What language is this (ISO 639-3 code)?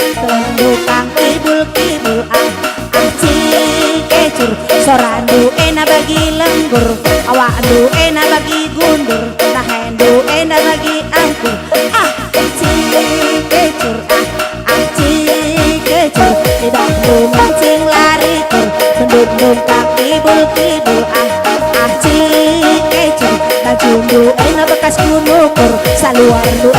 btx